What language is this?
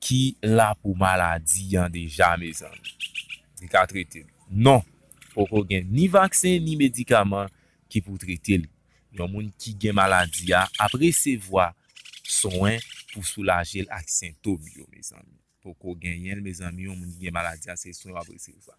Haitian Creole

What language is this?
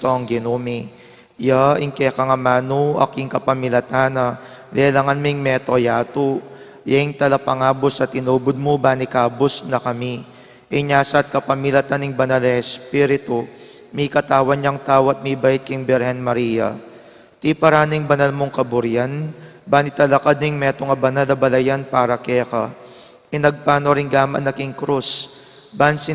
Pampanga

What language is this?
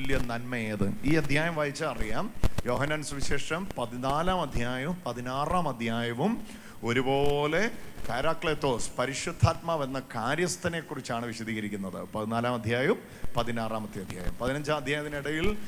Malayalam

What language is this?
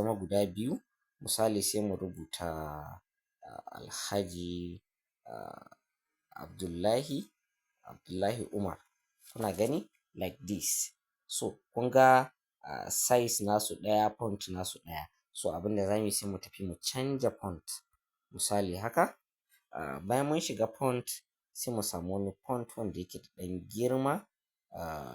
Hausa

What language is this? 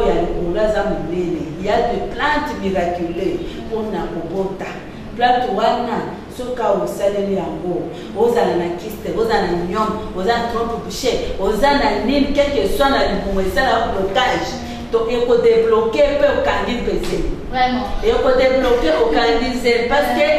Lingala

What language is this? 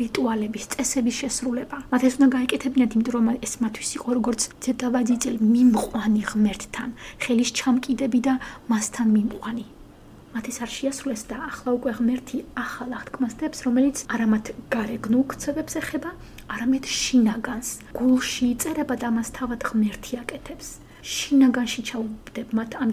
Georgian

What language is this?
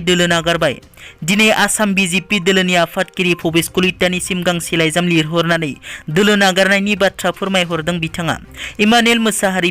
Bodo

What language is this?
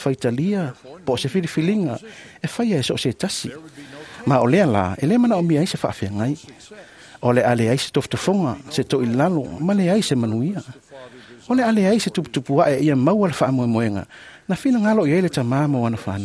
Samoan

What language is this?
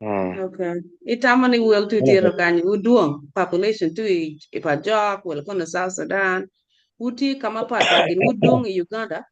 Acoli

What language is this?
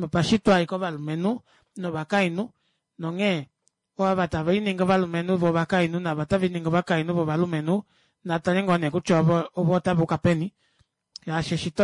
Kuanyama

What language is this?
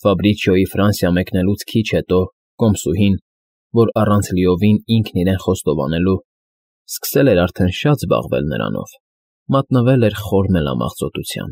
Armenian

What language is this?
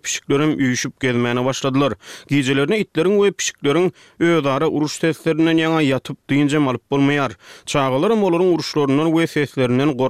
Turkmen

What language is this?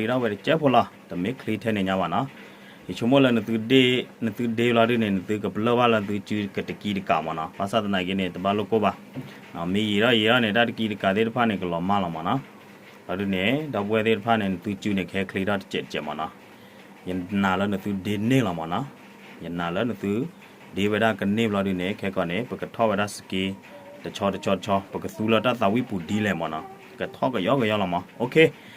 S'gaw Karen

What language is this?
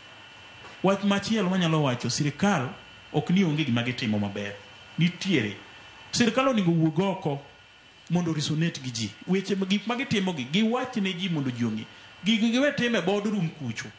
Luo (Kenya and Tanzania)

